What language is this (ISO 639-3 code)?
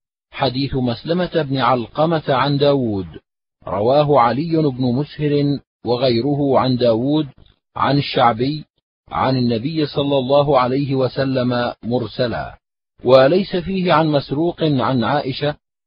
ara